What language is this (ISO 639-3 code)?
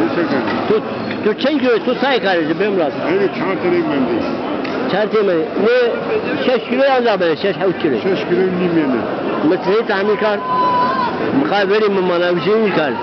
zza